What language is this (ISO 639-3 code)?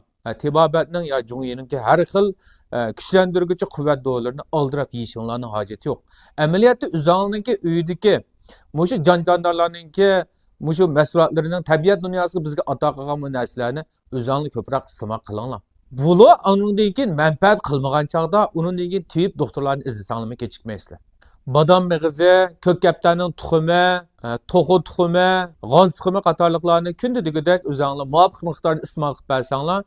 uig